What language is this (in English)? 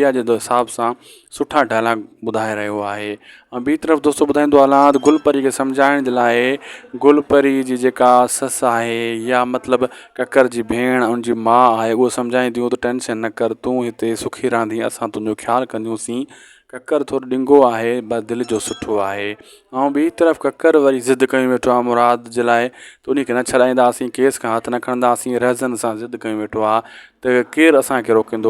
Sindhi